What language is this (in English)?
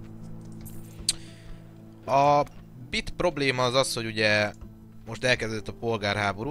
Hungarian